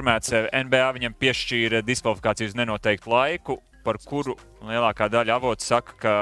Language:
Latvian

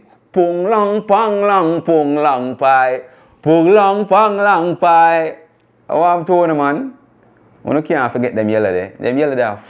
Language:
Jamaican Creole English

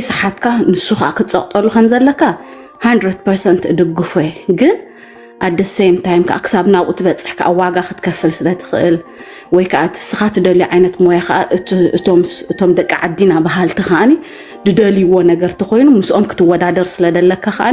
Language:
Tigrinya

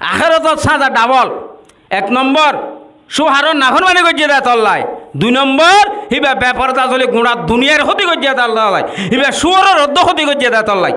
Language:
Rohingya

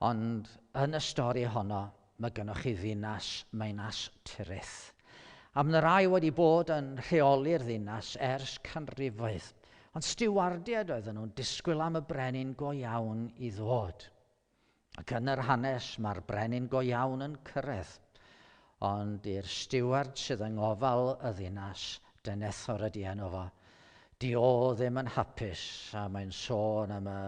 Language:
Welsh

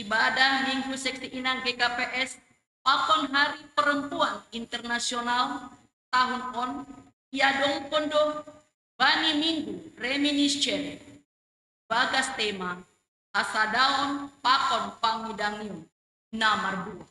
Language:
Batak Simalungun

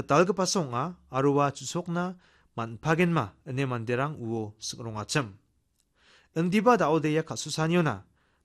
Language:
Garo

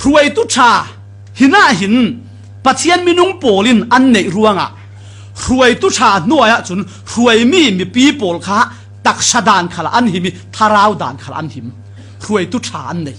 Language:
Falam Chin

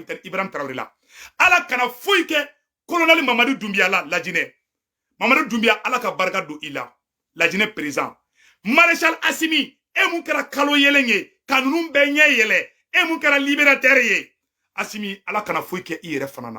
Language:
Bambara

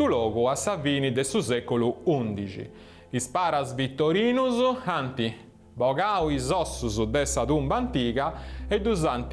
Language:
Sardinian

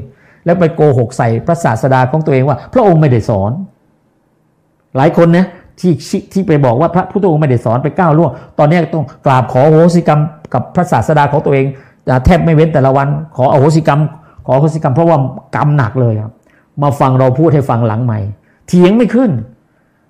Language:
Thai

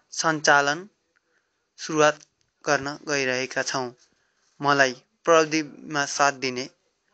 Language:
Nepali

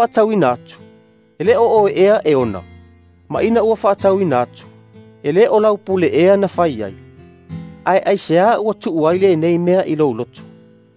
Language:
Samoan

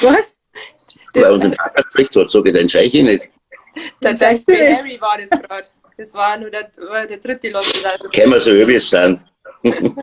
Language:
Bavarian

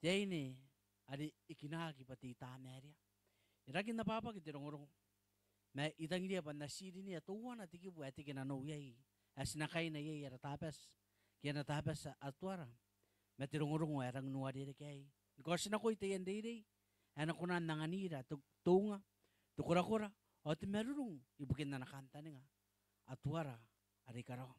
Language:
Gilbertese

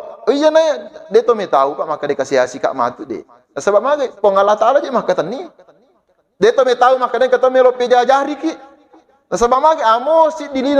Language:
Buginese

